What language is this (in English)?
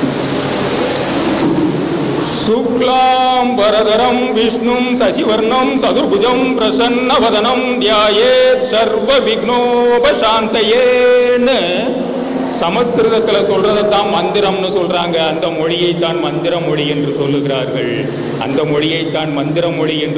Tamil